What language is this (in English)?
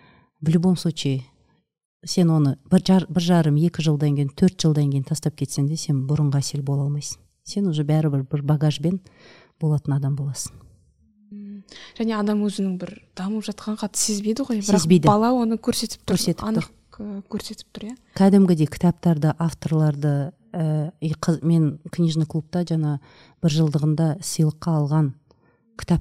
Kazakh